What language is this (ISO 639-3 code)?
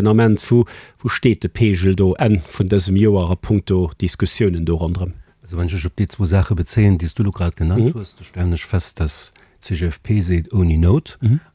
ltz